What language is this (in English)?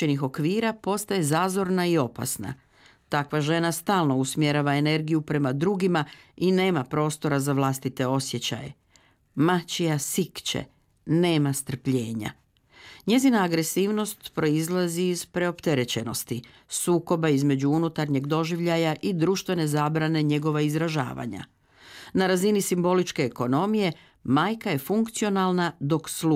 Croatian